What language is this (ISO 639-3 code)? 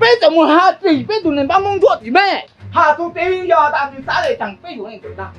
hmn